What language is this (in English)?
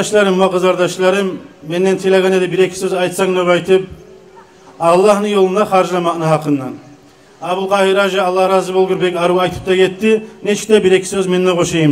Kumyk